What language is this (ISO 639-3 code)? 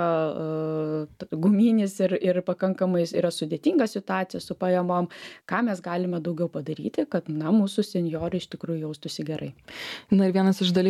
lit